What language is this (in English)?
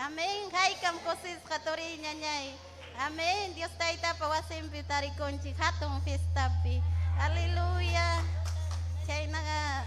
Ayacucho Quechua